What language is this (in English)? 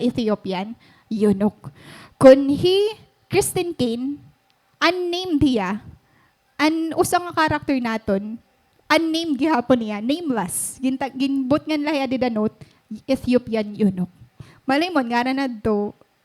Waray